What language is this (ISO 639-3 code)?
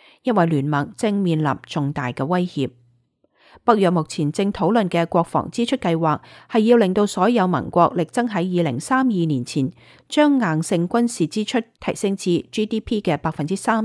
yue